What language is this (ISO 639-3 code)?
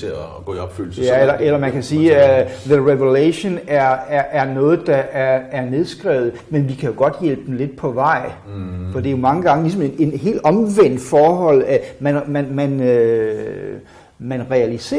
dan